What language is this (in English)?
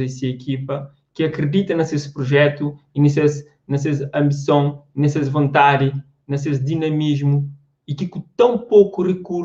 Kabuverdianu